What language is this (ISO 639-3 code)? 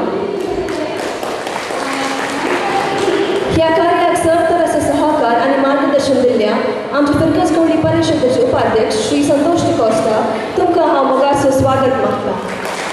kok